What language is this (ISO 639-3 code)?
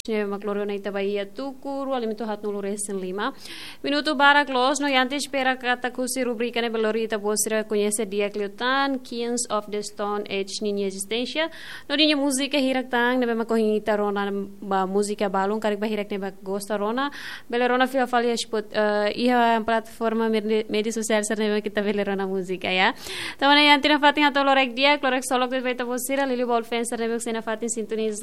tet